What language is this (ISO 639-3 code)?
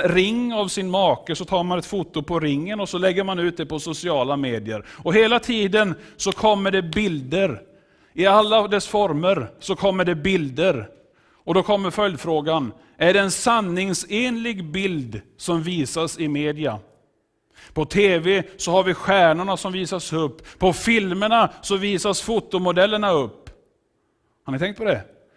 swe